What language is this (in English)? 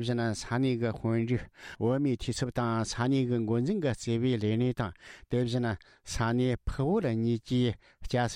Tibetan